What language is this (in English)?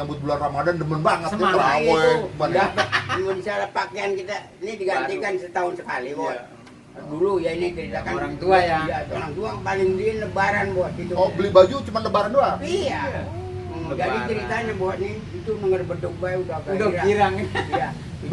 Betawi